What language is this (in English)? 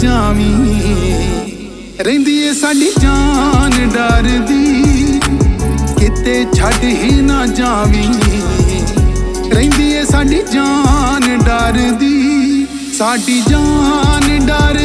Punjabi